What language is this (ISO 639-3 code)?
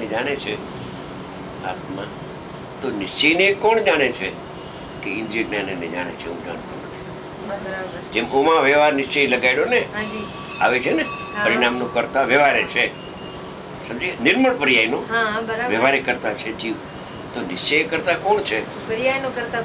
guj